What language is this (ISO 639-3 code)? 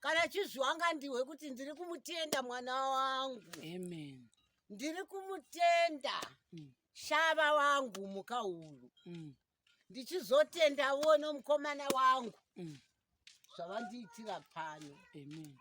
sna